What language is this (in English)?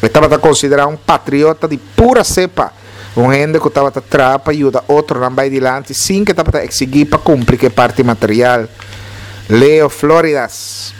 Papiamento